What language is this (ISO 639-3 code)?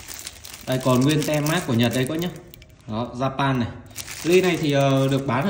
vie